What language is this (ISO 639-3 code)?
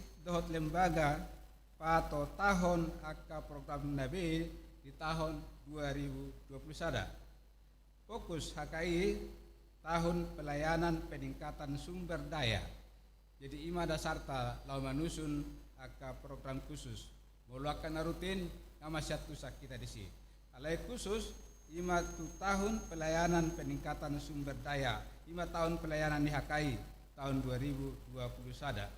bbc